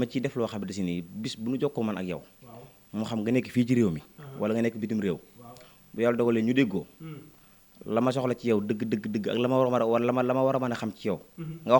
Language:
Wolof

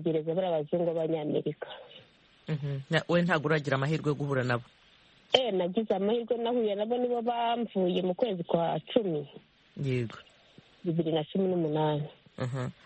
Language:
Kinyarwanda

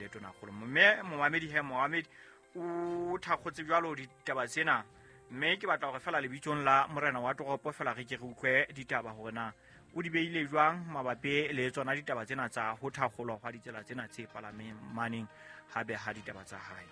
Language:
Southern Sotho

